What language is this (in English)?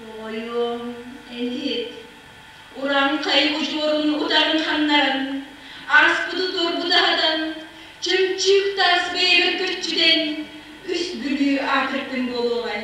Yakut